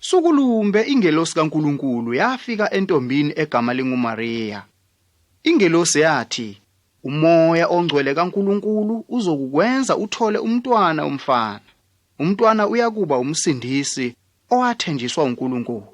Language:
Zulu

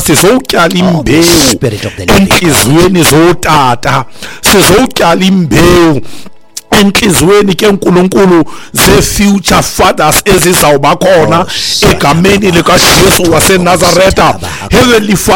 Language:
Xhosa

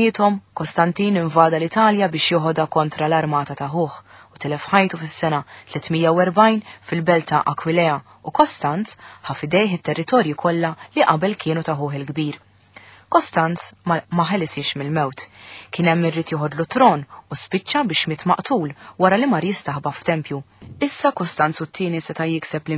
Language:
Maltese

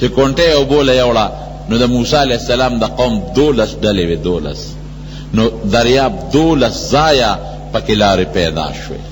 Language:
Pashto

